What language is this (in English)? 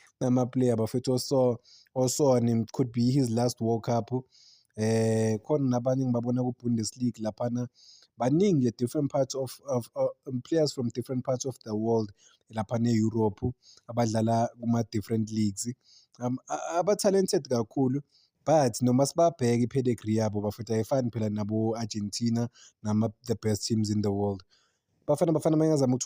Zulu